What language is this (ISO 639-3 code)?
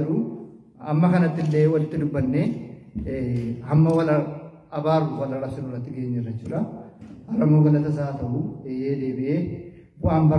orm